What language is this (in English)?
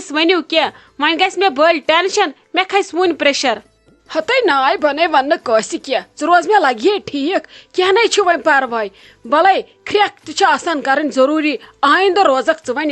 Kashmiri